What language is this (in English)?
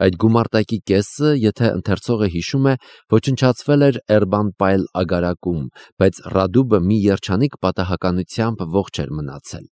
Armenian